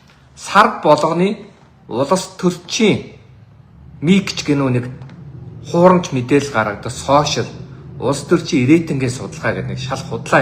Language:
Mongolian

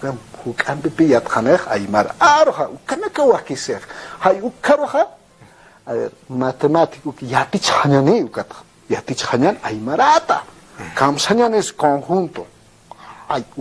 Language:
Aymara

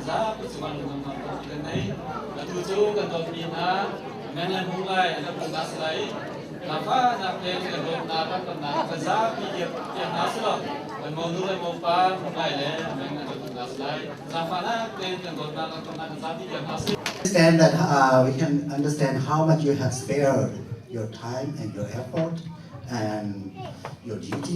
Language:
Hakha Chin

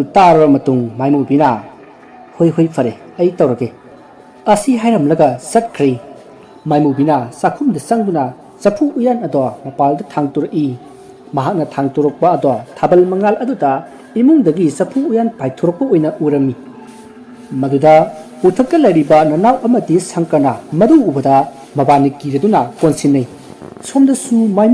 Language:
Manipuri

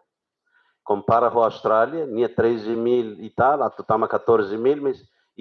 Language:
Tetum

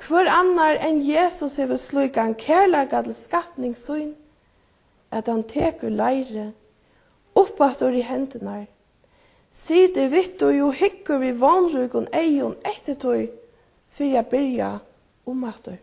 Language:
Faroese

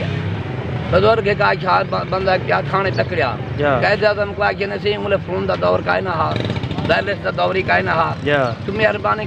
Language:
Saraiki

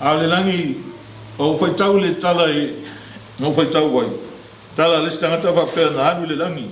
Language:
Samoan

